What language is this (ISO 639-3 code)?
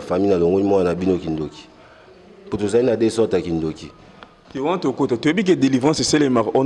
lin